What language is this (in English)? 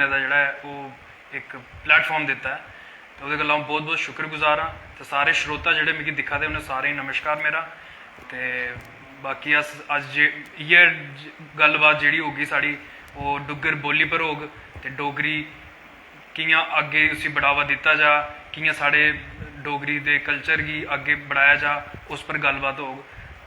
Dogri